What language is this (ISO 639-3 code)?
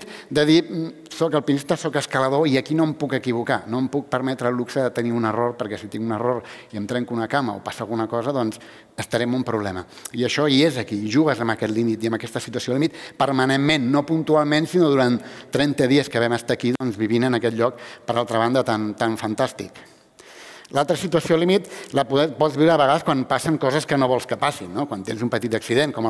cat